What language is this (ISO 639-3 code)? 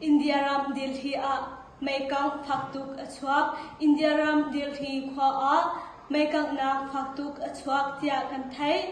cnh